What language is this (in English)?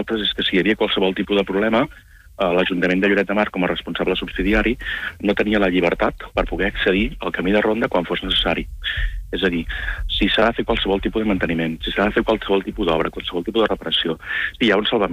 Catalan